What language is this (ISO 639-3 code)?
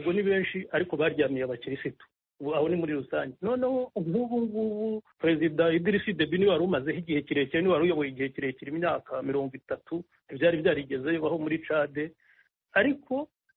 kin